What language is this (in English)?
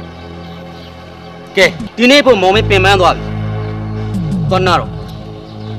Burmese